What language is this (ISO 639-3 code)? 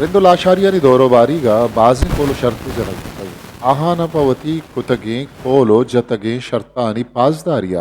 bgp